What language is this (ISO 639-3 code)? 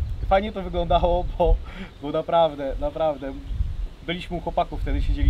pol